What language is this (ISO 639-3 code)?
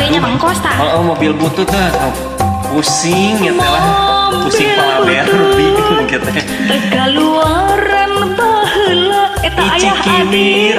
sun